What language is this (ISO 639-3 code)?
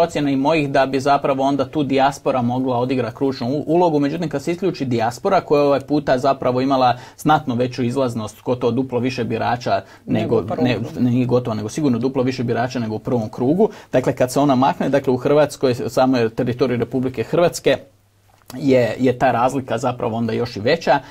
hrv